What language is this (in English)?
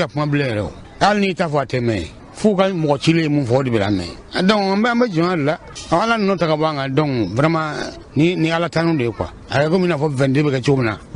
Bambara